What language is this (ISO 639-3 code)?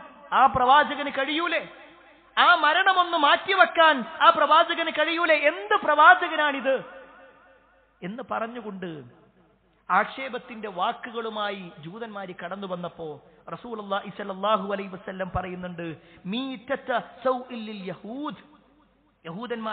mal